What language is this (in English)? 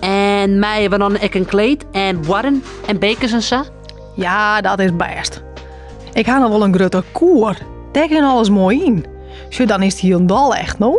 Western Frisian